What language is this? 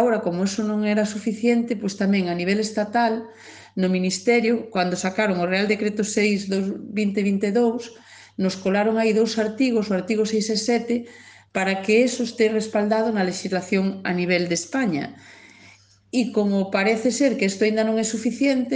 Galician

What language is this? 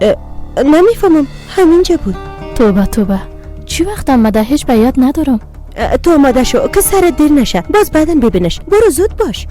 Persian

